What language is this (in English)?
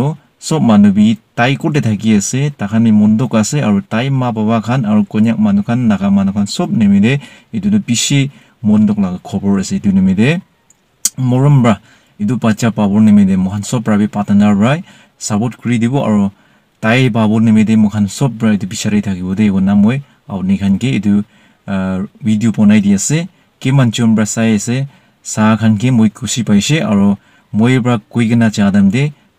Naga Pidgin